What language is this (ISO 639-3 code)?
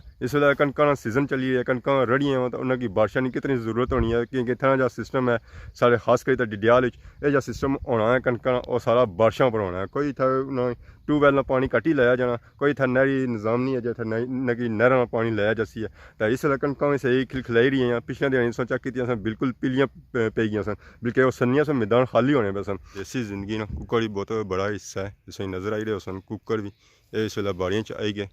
phr